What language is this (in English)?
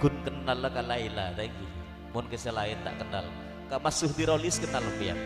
Madurese